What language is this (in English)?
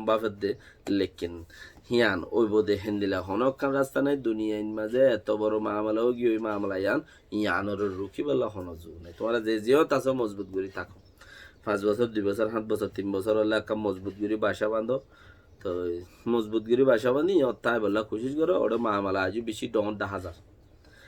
Rohingya